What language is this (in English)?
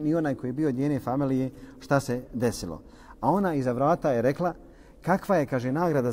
Bosnian